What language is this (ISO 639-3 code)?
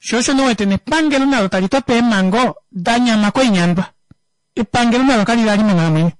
kua